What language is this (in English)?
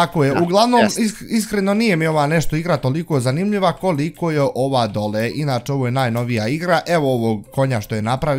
Bosnian